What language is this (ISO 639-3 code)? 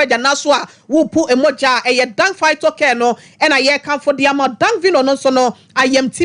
aka